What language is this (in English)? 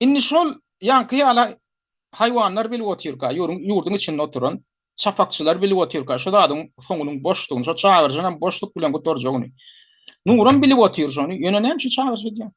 Turkmen